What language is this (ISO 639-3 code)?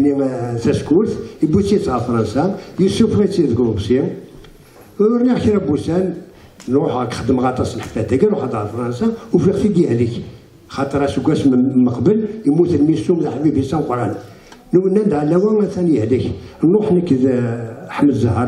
kab